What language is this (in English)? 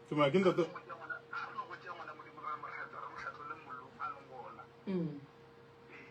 Northern Sotho